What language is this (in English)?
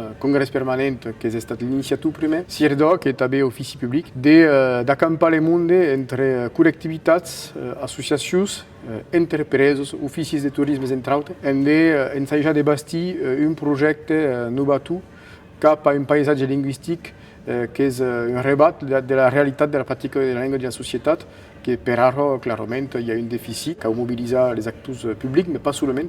Occitan